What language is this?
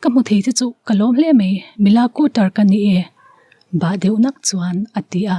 Mizo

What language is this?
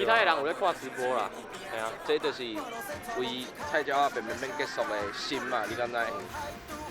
Min Nan Chinese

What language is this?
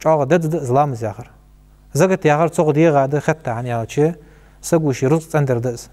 Ingush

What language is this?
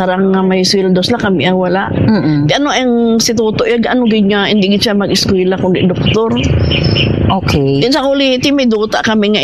Hiligaynon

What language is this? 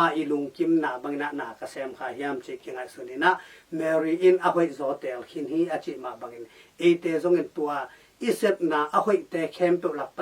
Tedim Chin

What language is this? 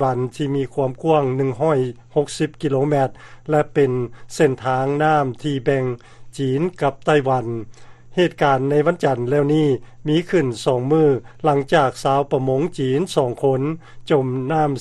Lao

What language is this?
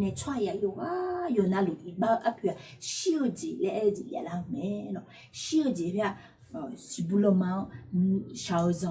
Akha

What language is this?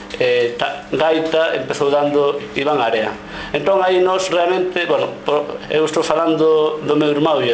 Galician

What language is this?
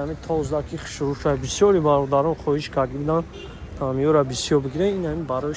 Tajik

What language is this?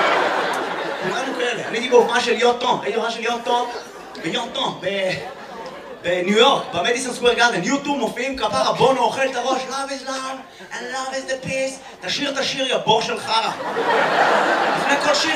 Hebrew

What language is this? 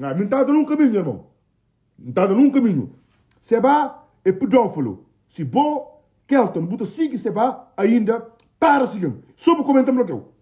Kabuverdianu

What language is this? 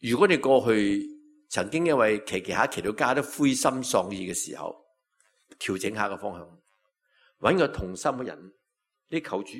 Cantonese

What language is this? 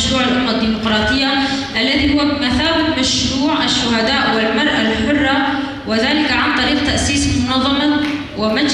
Kurdish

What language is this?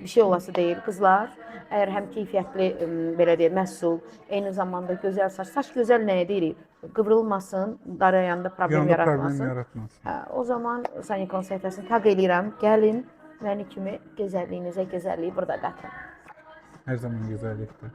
Azerbaijani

